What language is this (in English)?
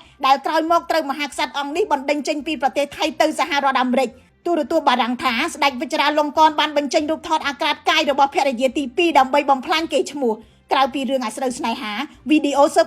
Khmer